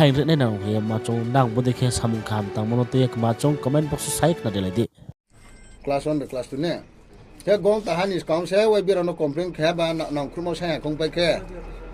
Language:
Riang (India)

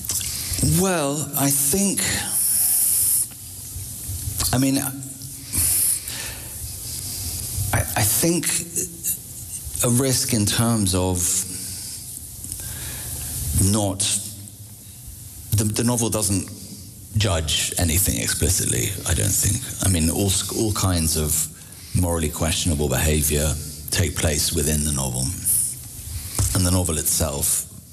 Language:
English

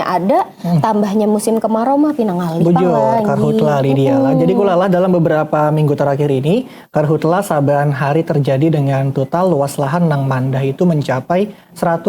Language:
Banjar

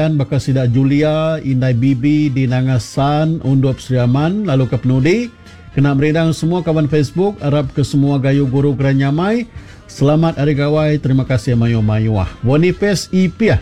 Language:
Iban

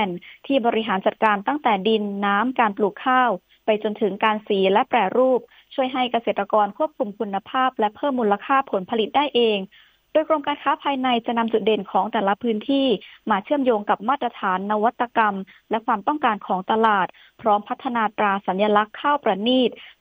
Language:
Thai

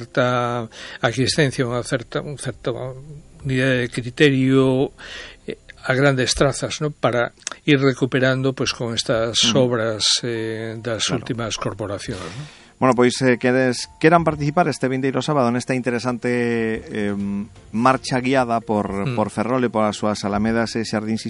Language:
Galician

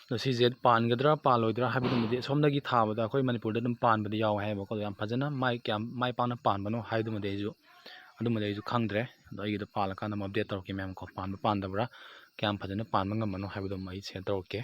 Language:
Manipuri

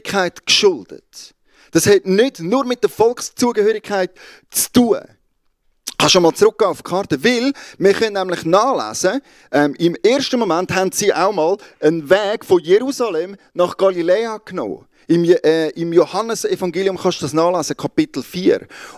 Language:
Swiss German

